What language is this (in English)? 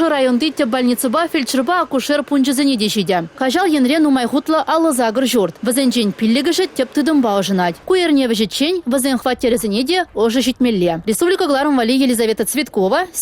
Chuvash